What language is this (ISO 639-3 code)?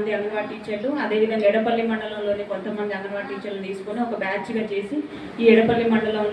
tel